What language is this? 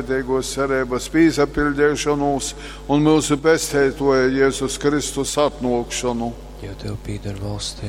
Latgalian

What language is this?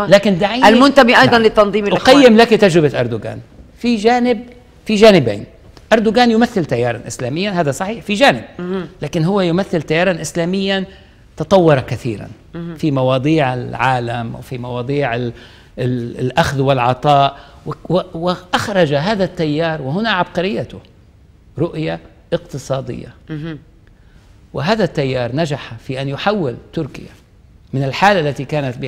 Arabic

